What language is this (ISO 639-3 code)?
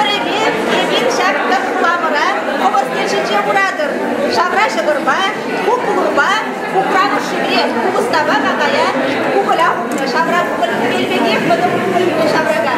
chv